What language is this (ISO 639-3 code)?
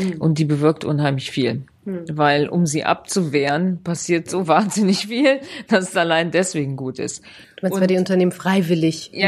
deu